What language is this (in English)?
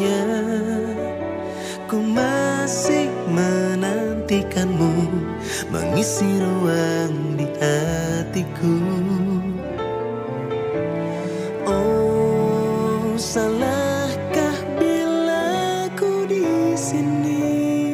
Indonesian